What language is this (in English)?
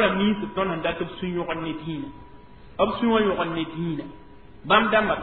Mossi